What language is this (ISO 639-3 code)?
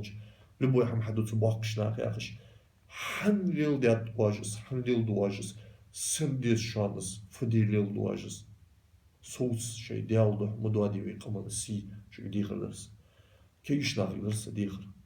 inh